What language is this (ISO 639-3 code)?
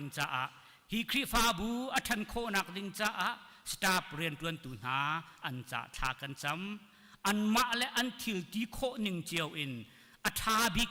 cnh